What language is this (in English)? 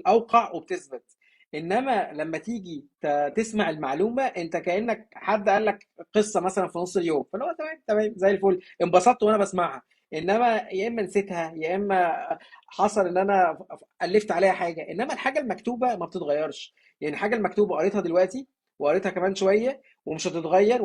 Egyptian Arabic